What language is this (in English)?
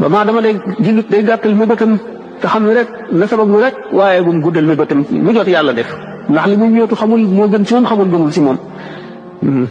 Wolof